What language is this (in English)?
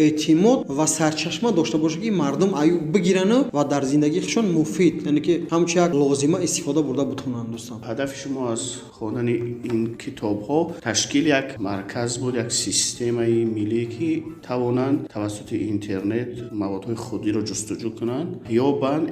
Tajik